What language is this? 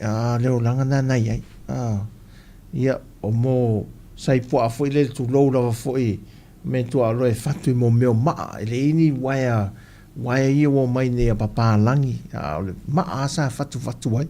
Samoan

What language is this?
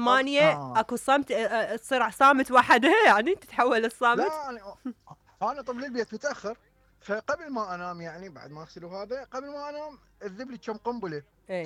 Mesopotamian Arabic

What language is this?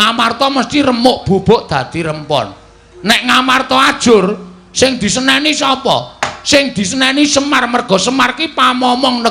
Javanese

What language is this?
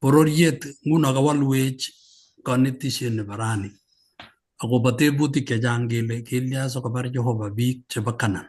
Kalenjin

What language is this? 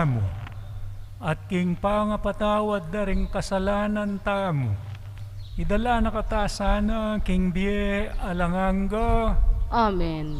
Pampanga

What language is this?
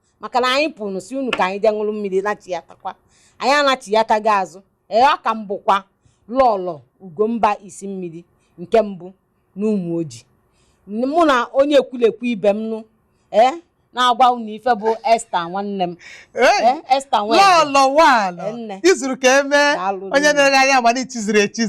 Igbo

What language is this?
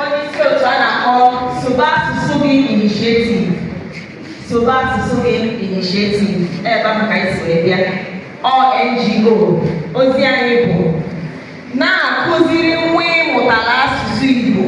Igbo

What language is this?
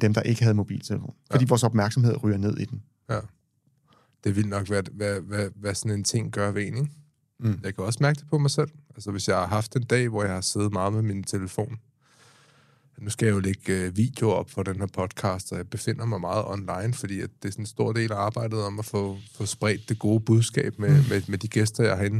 Danish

